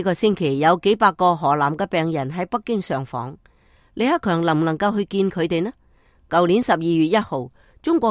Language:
Cantonese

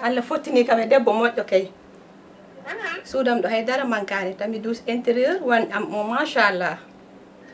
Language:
Fula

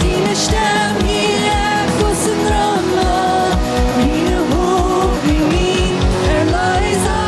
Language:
Plautdietsch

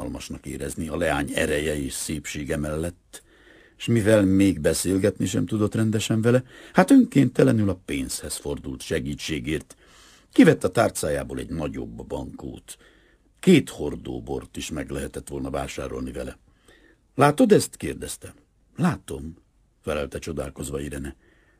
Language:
Hungarian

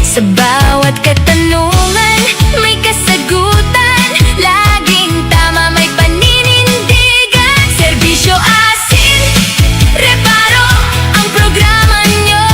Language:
Bikol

